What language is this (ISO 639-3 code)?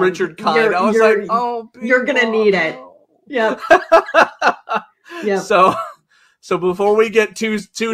eng